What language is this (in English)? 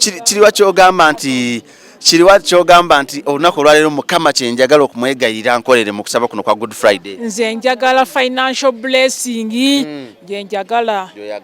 Ganda